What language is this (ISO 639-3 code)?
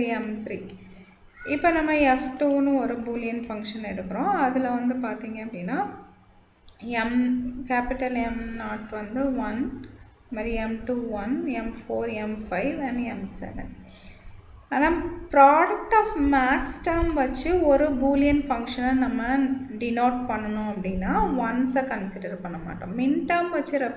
tam